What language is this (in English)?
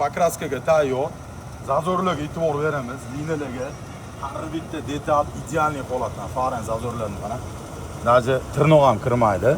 Uzbek